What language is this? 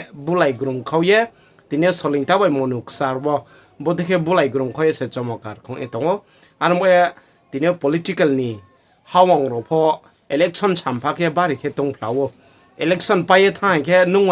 Riang (India)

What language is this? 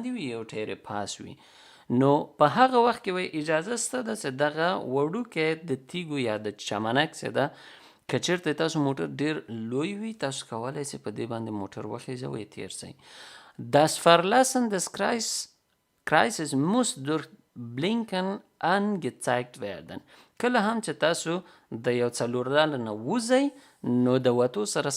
Pashto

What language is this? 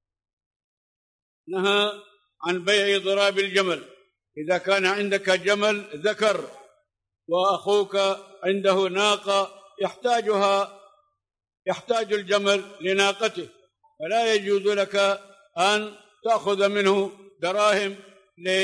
Arabic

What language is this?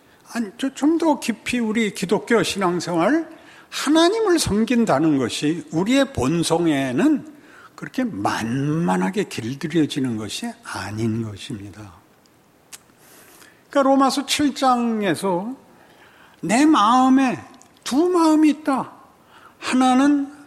Korean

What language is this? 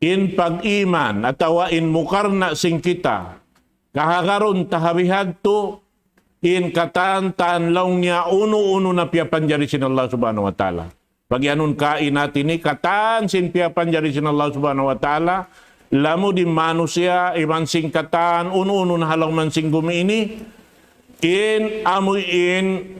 Tausug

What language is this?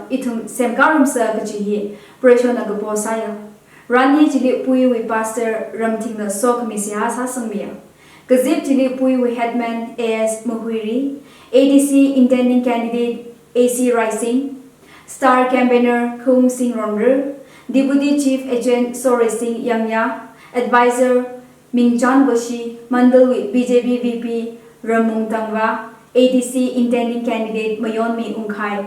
Tangkhul Naga (India)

